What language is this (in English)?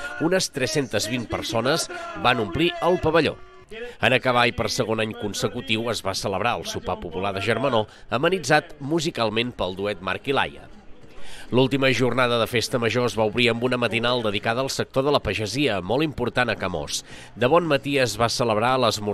Catalan